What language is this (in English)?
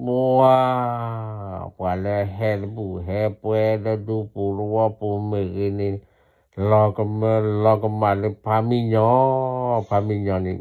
S'gaw Karen